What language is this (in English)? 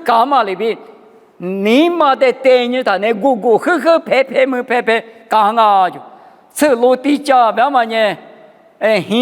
Lisu